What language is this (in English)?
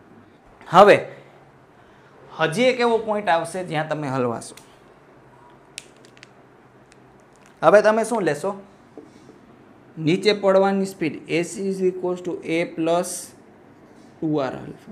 Gujarati